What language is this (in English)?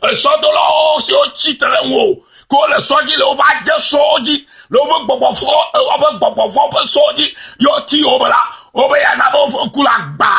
Ewe